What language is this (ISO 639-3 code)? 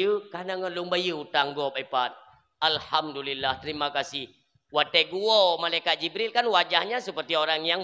ace